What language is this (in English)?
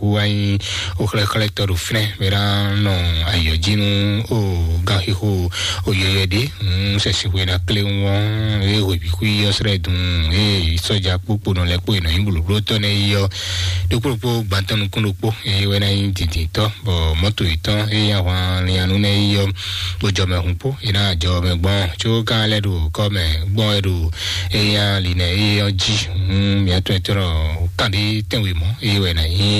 Fon